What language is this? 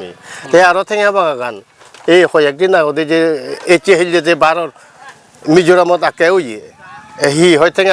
Chakma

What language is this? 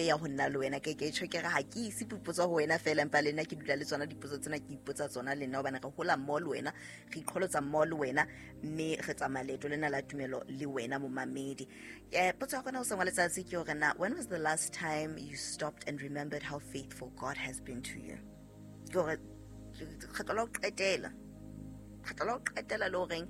Southern Sotho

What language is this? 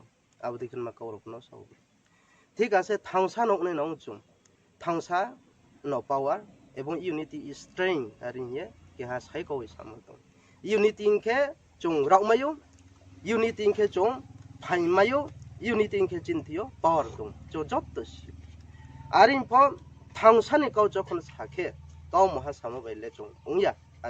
Riang (India)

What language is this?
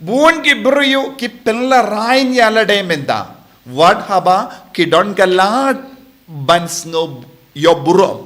Khasi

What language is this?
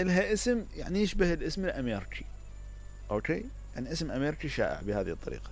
Mesopotamian Arabic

